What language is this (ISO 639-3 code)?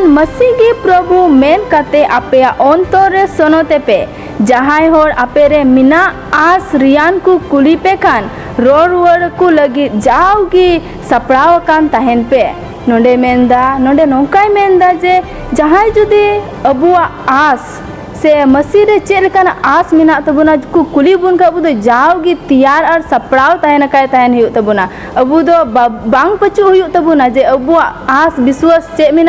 sat